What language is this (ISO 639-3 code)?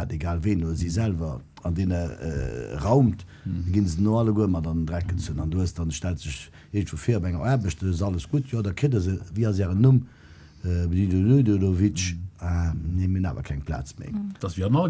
ltz